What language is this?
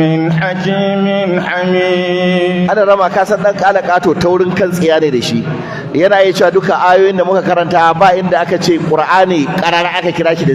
Hausa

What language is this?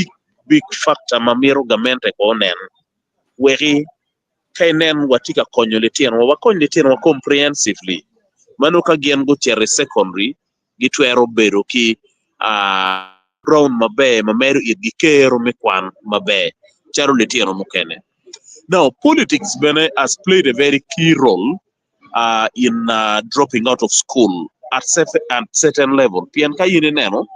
Acoli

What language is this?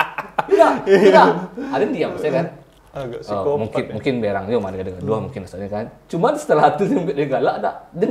Minangkabau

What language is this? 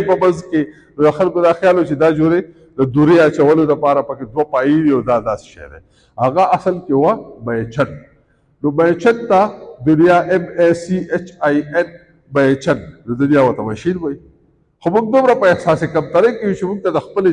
Pashto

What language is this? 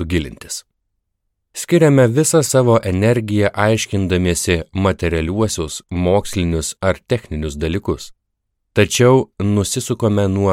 Lithuanian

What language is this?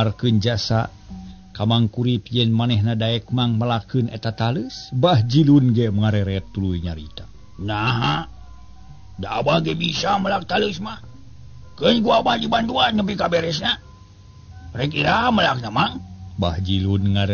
Sundanese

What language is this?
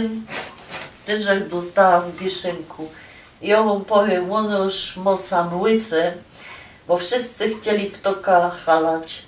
Silesian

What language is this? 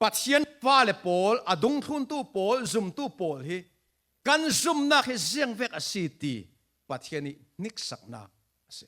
Falam Chin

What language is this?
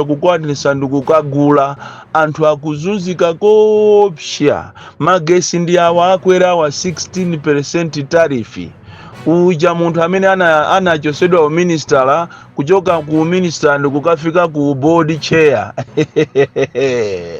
Nyanja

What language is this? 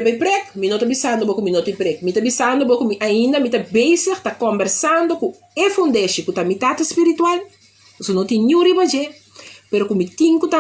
Papiamento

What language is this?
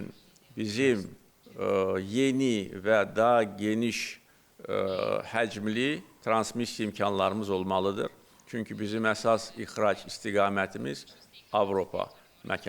Azerbaijani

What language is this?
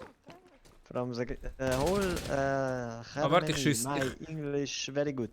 Swiss German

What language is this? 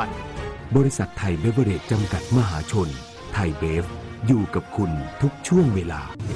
Thai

